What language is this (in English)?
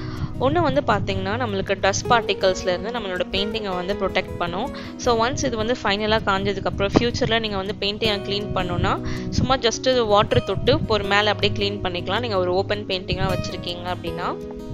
Tamil